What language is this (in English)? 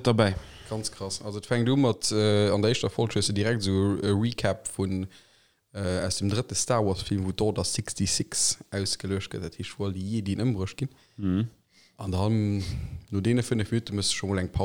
Luxembourgish